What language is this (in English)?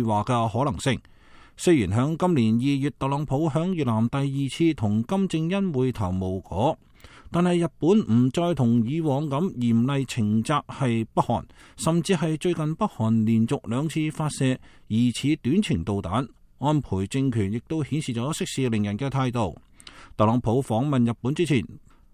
Cantonese